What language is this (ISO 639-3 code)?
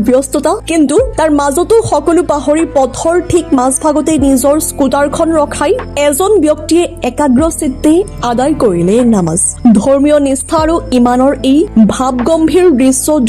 asm